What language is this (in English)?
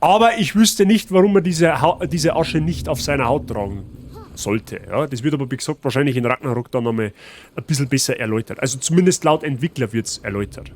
Bavarian